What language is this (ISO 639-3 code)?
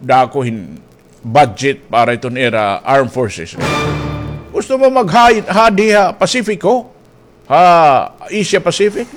war